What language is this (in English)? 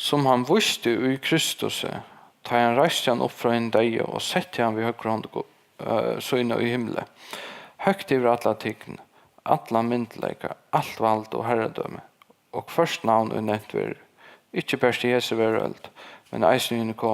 Faroese